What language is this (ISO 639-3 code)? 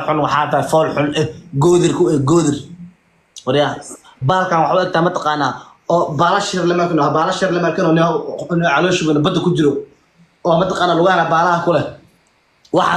som